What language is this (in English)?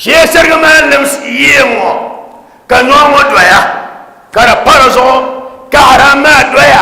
Dagbani